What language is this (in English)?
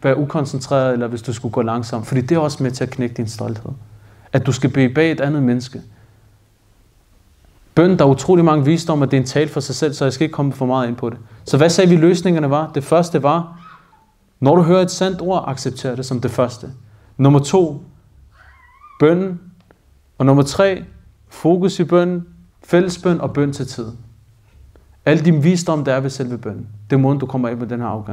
Danish